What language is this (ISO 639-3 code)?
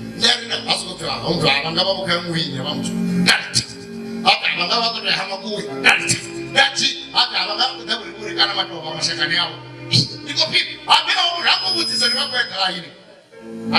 ven